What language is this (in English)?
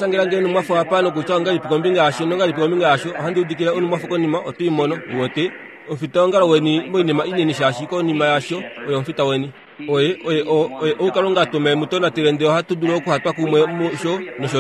Kuanyama